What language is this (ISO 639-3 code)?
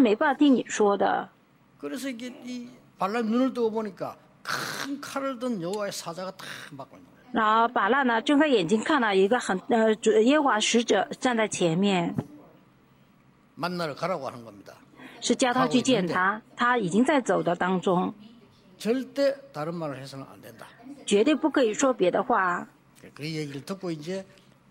kor